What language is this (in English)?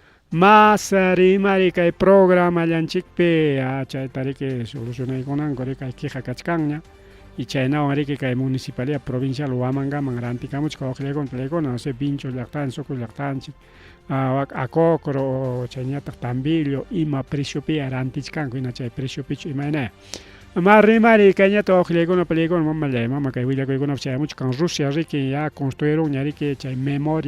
Ayacucho Quechua